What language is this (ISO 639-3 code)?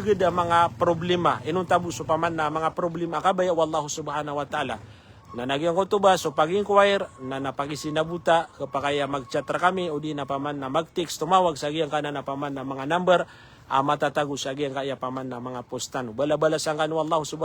mrw